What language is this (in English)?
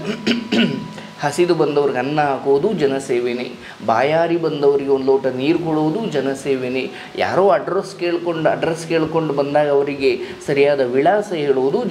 Kannada